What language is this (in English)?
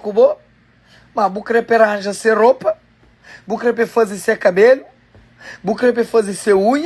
Kabuverdianu